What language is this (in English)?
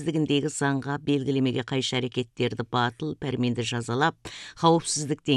Kazakh